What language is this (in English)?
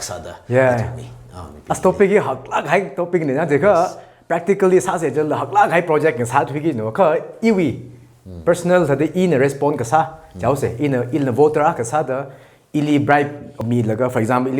Tangkhul Naga (India)